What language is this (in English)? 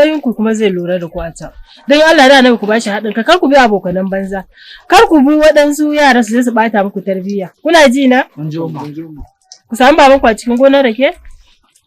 Hausa